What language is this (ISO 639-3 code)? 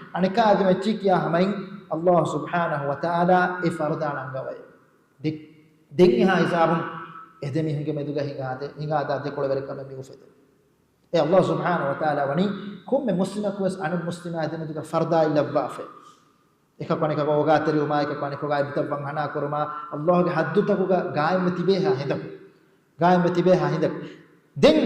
div